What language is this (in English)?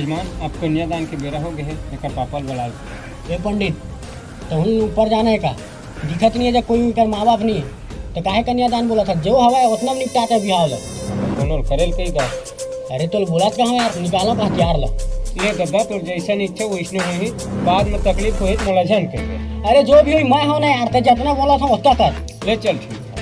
Chhattisgarhi